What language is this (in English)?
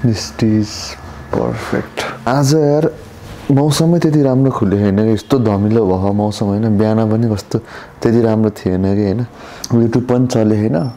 Nepali